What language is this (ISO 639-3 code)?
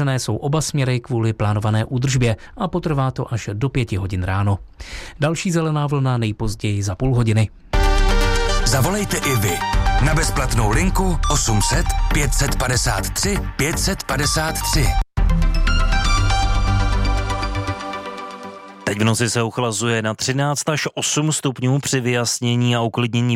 ces